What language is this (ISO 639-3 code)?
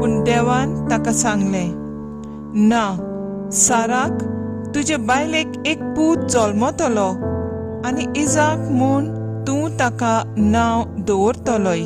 kok